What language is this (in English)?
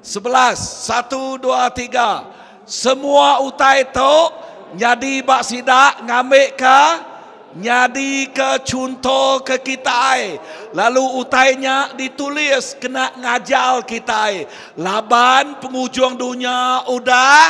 Iban